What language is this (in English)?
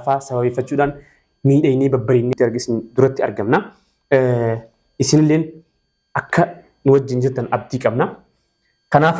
Oromo